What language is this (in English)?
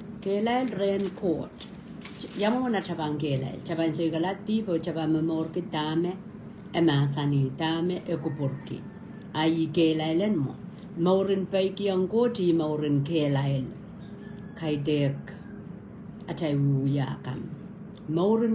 Pohnpeian